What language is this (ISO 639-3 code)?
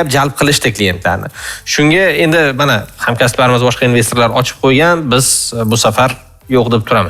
uzb